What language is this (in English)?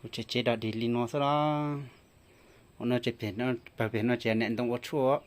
Hmong